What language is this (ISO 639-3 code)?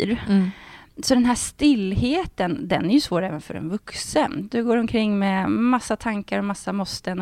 swe